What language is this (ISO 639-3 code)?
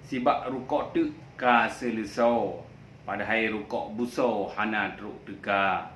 ace